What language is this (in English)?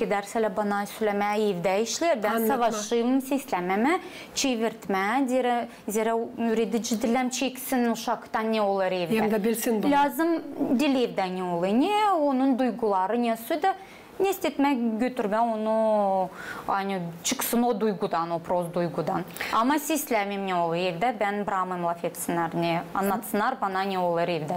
Gagauz